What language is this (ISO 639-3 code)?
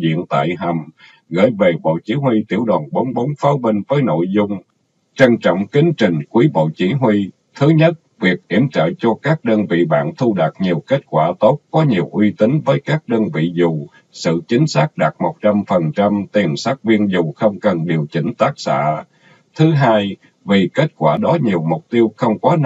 vie